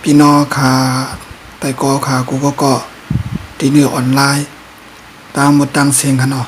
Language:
Shan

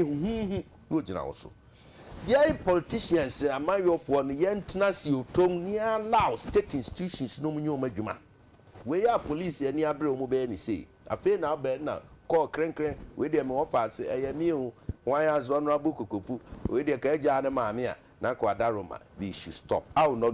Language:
Akan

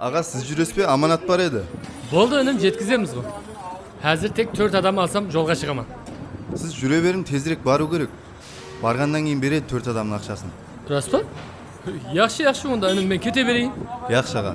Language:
Kara-Kalpak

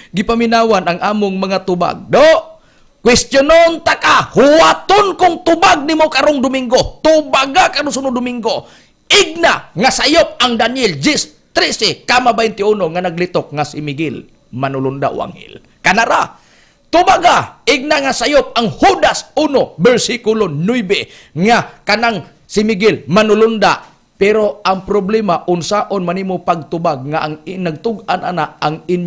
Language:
Cebuano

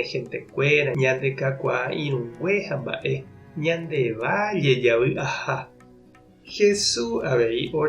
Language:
Guarani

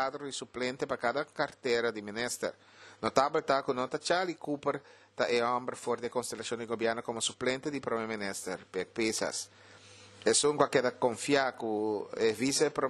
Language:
Papiamento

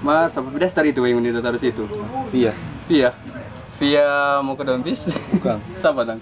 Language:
Manado Malay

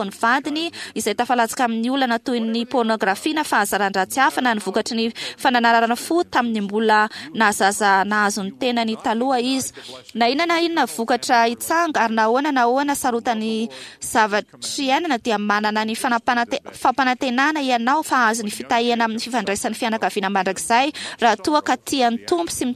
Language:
Malagasy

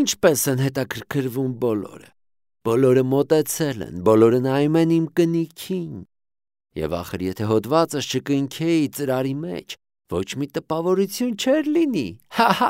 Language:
Armenian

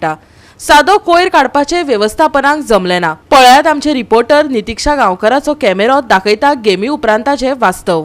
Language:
Konkani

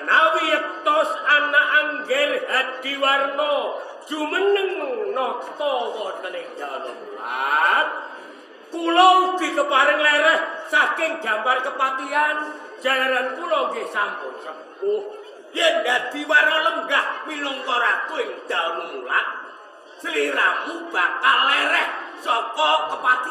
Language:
Javanese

